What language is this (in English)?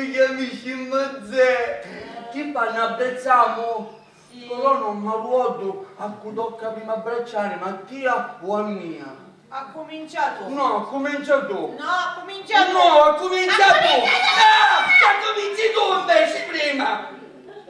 Sicilian